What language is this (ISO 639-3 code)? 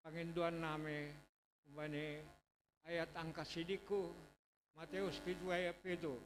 bts